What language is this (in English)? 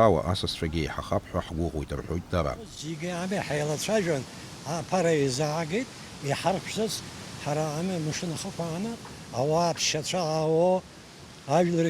Abkhazian